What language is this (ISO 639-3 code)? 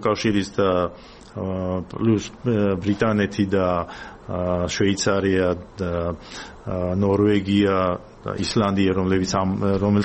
kat